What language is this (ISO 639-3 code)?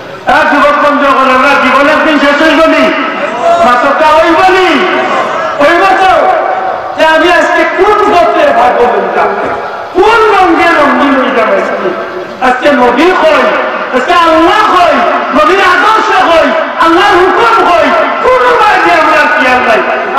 syl